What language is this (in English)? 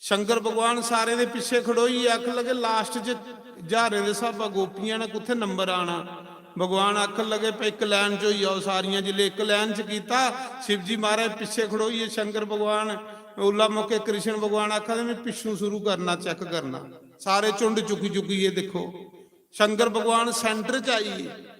Dogri